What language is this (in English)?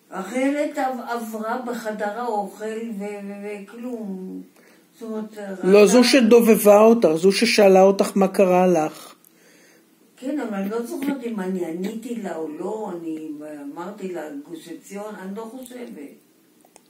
Hebrew